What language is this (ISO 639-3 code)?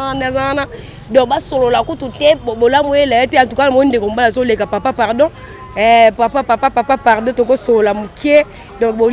lin